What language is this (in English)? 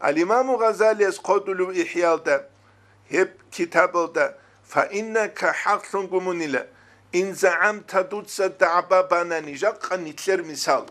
Avaric